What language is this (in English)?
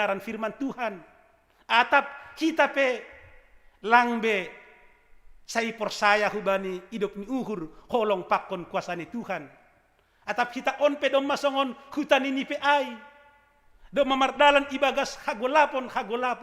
Batak Simalungun